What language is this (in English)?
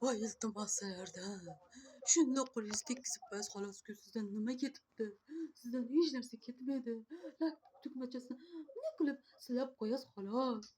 Uzbek